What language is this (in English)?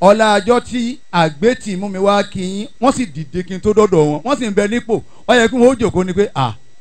Yoruba